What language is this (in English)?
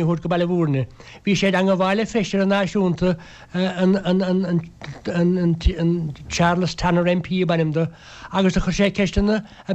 Irish